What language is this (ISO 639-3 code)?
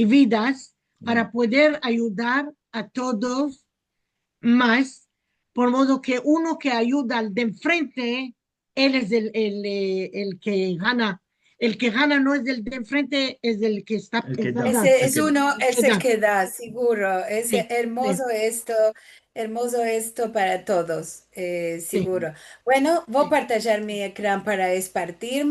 lad